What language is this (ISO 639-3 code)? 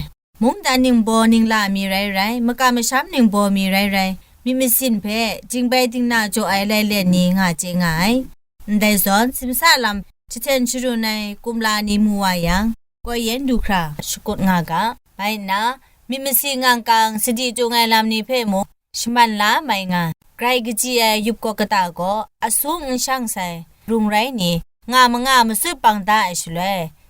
kac